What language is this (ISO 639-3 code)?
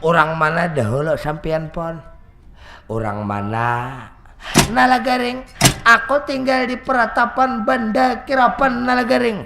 bjn